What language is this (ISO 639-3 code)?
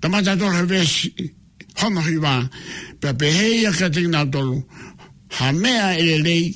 ton